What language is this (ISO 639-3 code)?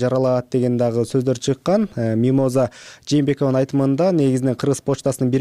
kir